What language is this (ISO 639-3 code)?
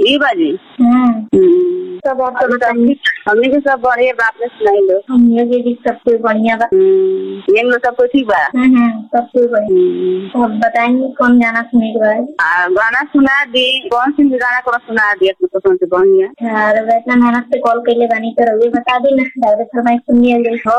bho